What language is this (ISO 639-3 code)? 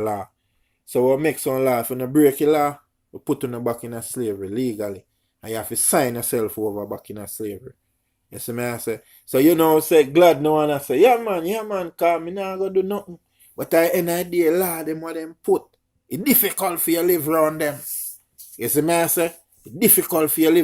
jam